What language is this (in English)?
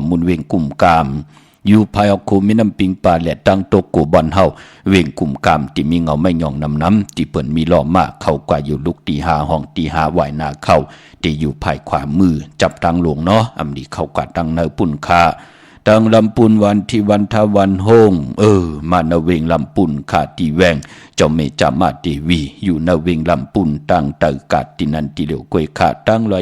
Shan